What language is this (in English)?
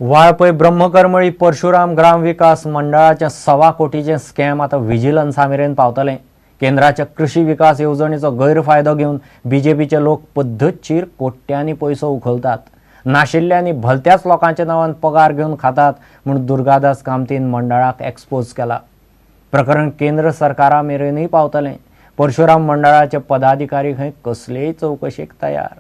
Konkani